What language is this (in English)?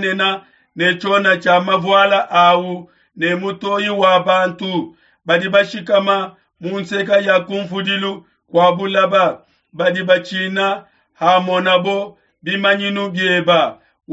Luba-Lulua